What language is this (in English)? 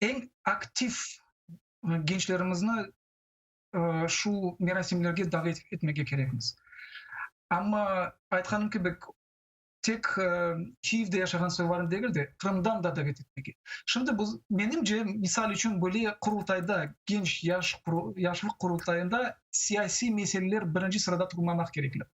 Crimean Tatar